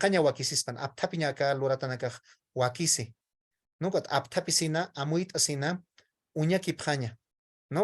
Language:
Aymara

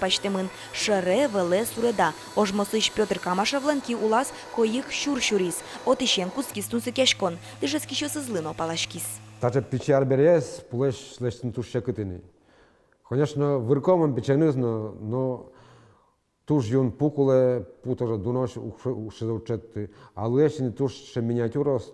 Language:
Udmurt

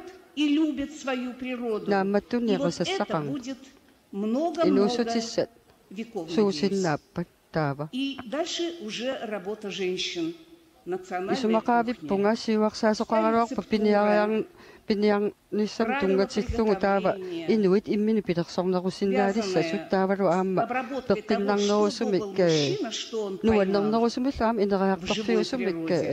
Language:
Kalaallisut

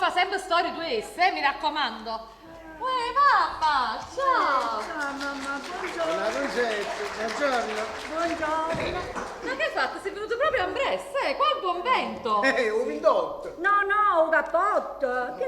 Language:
Neapolitan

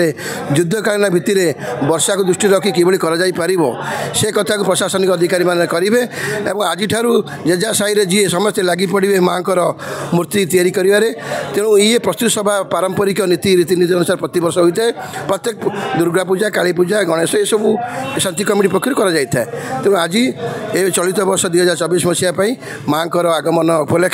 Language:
Odia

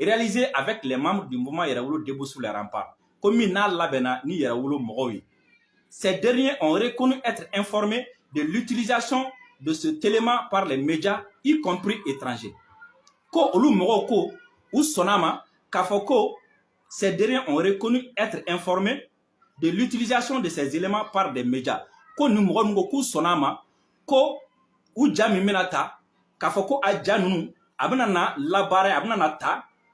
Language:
Bambara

